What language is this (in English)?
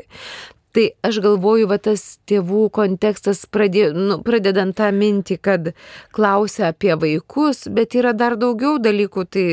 Lithuanian